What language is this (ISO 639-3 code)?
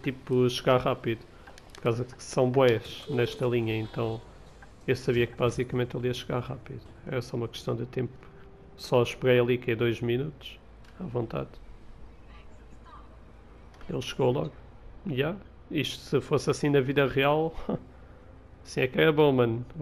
por